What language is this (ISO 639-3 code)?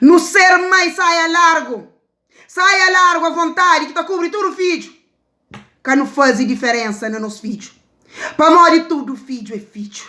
kea